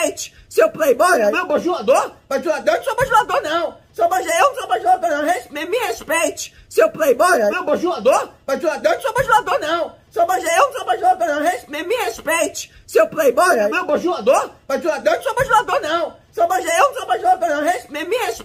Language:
Portuguese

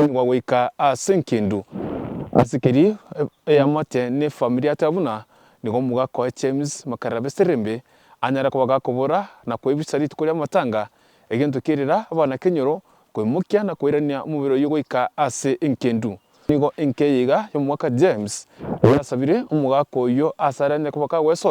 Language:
Gusii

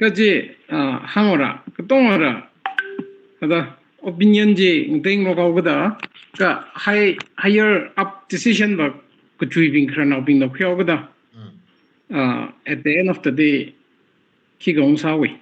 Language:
Tangkhul Naga (India)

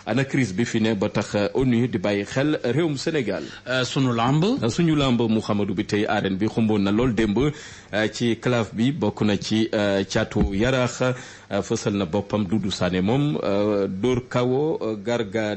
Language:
Wolof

